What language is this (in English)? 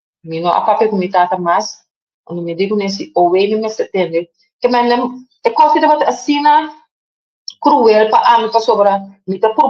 Papiamento